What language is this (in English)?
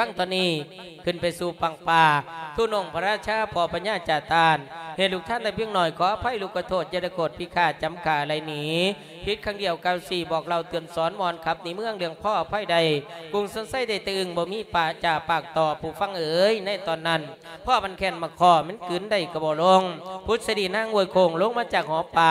Lao